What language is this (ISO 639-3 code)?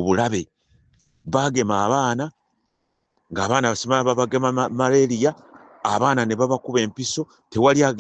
lug